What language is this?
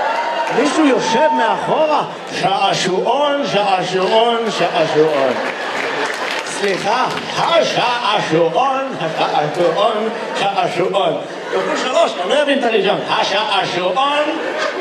Hebrew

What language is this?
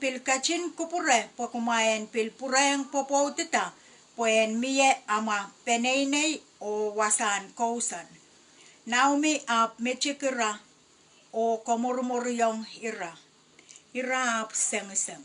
Pohnpeian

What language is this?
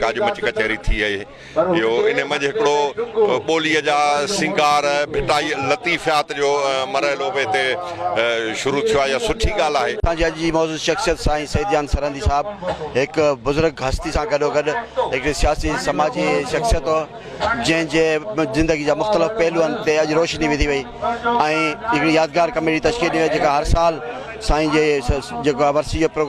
Sindhi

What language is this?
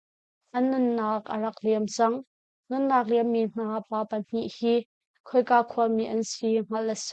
Hakha Chin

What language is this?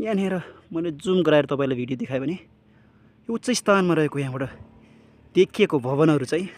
Nepali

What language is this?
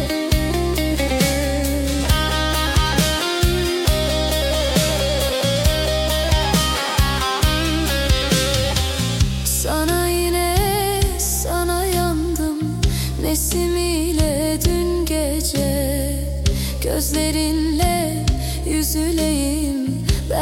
Turkish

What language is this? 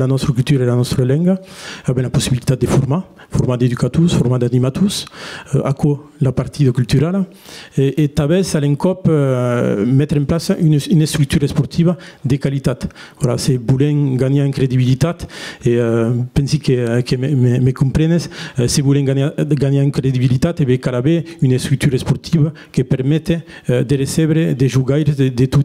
Occitan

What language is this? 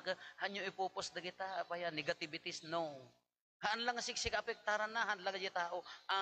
Iloko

